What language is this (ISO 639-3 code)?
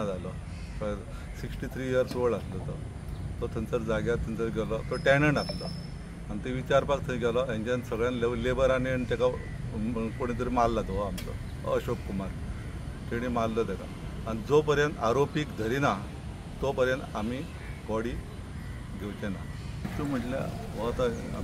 kok